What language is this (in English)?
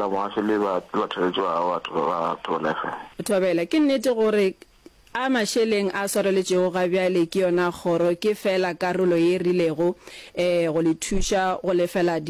Northern Sotho